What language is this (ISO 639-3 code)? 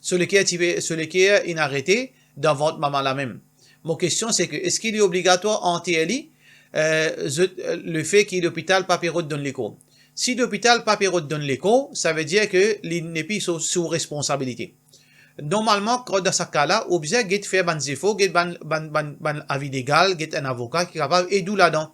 mfe